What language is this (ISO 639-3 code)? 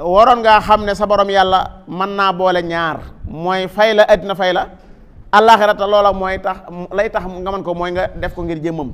wol